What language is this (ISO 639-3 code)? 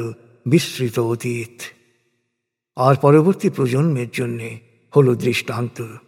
ben